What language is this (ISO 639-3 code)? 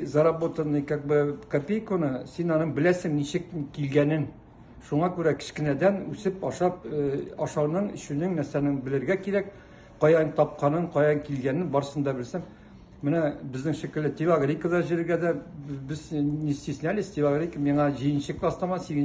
tat